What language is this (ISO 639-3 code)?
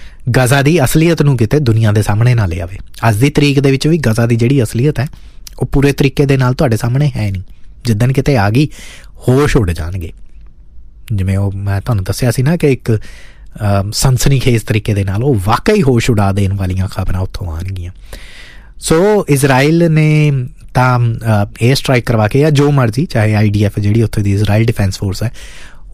pan